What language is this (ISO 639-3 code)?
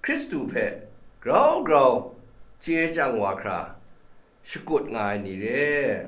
kac